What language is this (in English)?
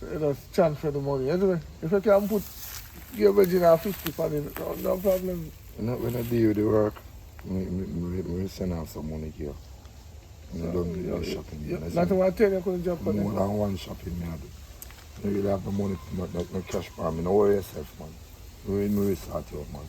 Jamaican Creole English